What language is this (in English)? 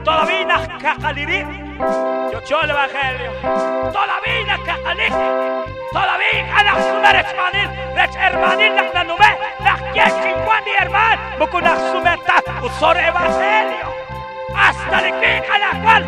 Kekchí